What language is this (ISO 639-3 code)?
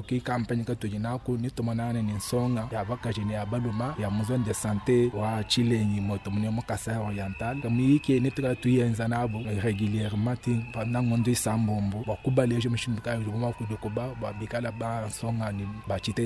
lua